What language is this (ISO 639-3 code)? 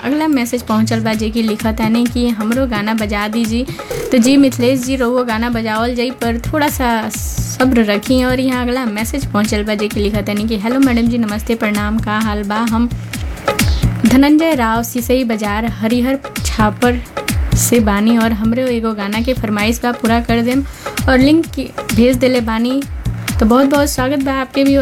bho